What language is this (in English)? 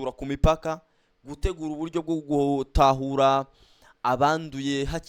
Kinyarwanda